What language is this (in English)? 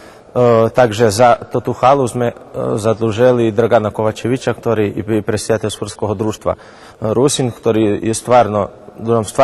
Rusyn